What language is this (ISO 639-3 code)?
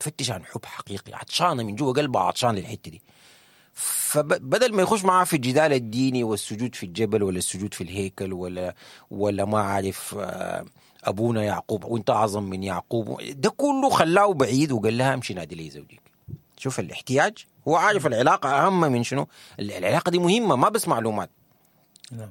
apd